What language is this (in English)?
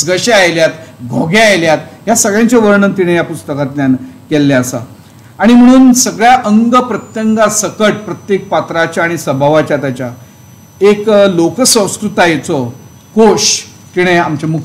Konkani